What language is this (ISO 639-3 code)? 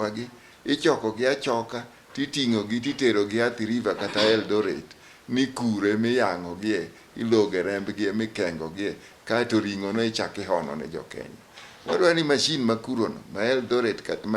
luo